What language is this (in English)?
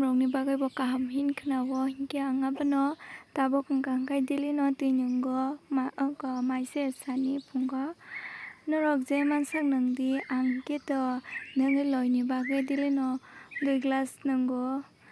Kok Borok